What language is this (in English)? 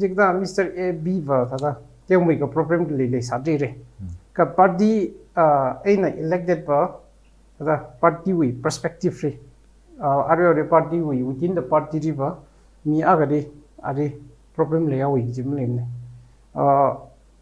Tangkhul Naga (India)